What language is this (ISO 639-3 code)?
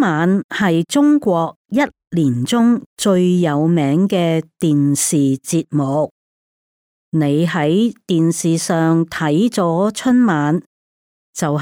yue